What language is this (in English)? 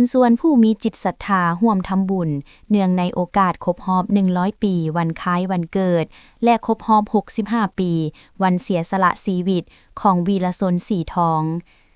Lao